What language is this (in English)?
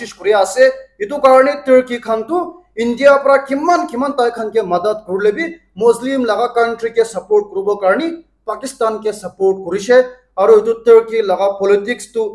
Naga Pidgin